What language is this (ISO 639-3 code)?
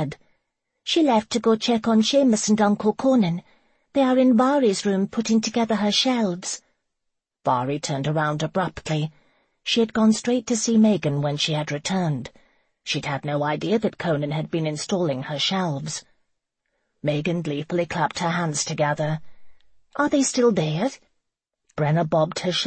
eng